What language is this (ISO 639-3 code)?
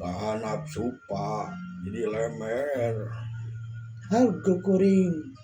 sun